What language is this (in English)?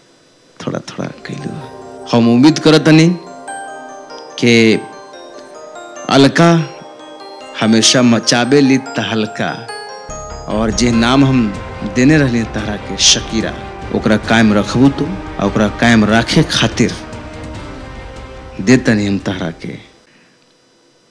Bhojpuri